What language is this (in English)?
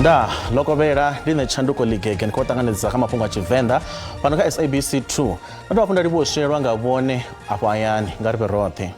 Venda